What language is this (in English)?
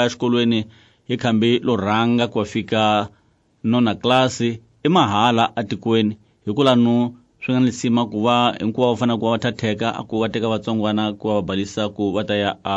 Tsonga